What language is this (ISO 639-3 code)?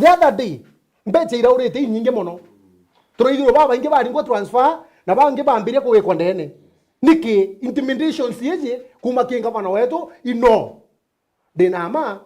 mer